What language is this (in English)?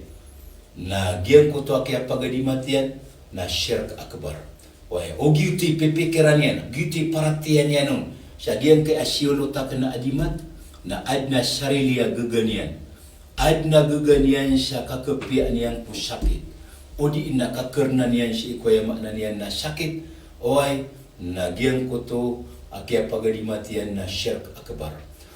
Maranao